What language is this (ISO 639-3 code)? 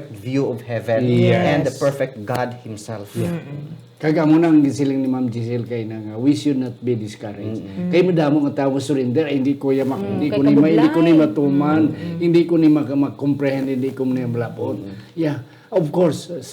hil